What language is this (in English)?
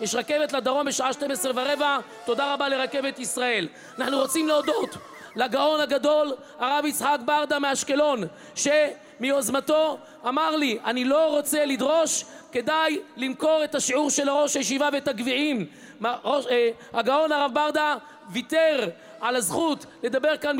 Hebrew